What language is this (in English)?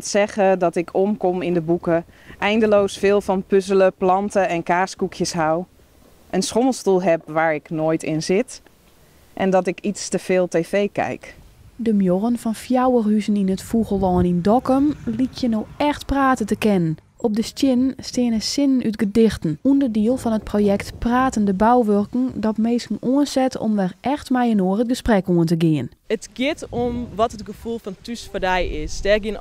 Western Frisian